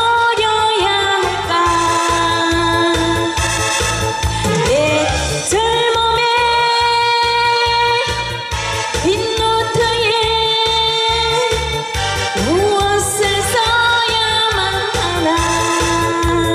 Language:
Korean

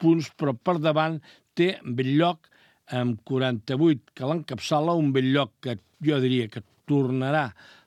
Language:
Catalan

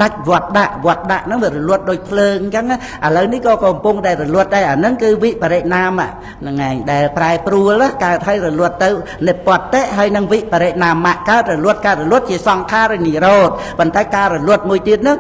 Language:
Khmer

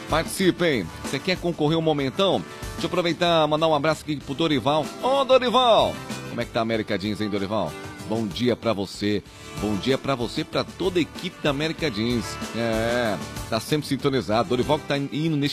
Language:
Portuguese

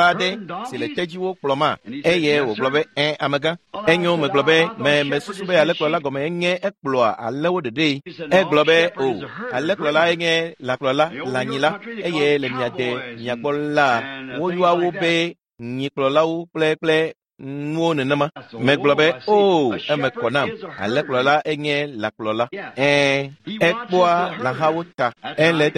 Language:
Ewe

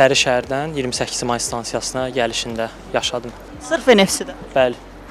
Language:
Azerbaijani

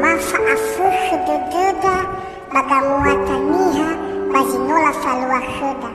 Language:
Nias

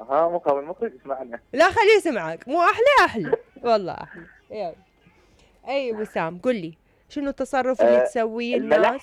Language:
Mesopotamian Arabic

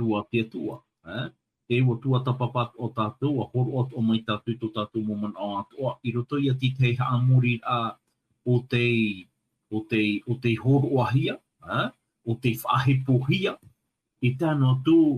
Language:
Tahitian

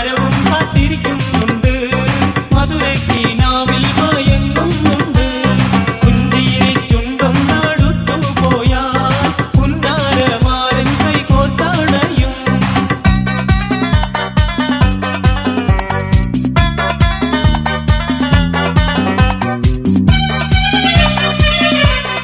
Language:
Malayalam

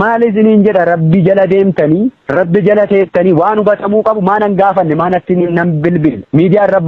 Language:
Oromo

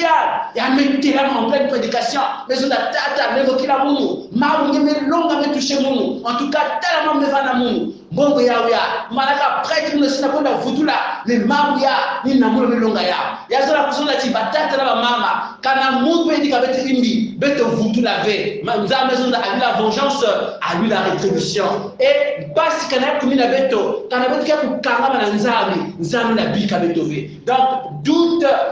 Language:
Kongo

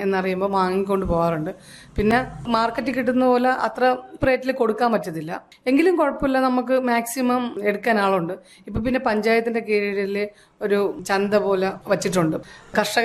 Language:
Malayalam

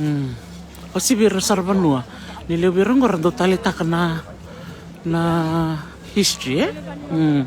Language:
Fijian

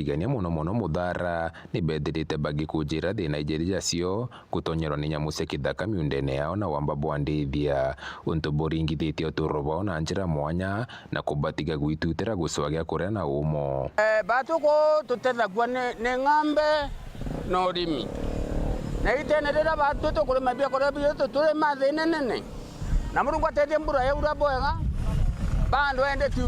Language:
Meru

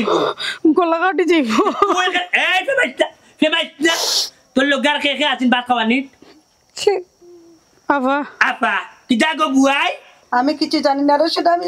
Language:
Sylheti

